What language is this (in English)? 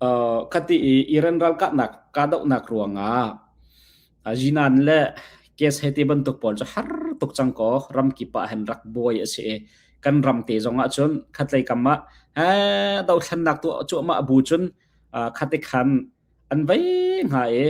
Hakha Chin